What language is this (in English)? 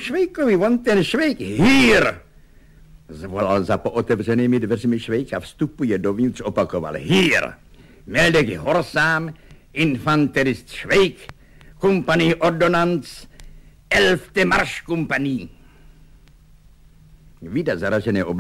Czech